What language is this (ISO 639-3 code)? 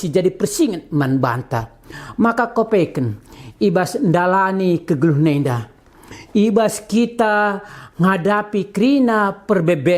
btx